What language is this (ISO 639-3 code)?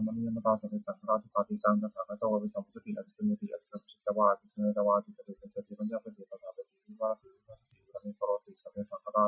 pli